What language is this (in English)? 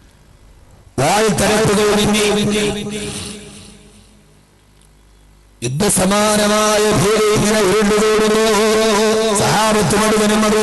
Malayalam